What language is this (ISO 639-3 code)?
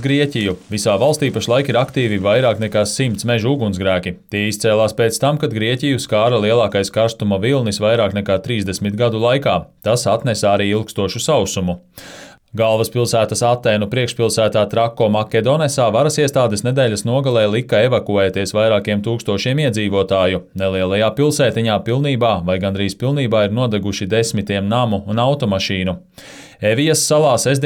lav